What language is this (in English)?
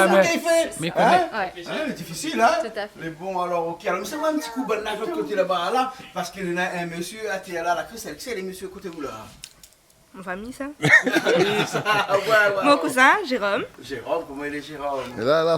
Réunion Creole French